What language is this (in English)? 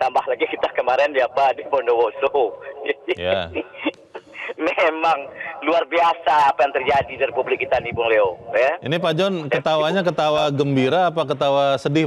Indonesian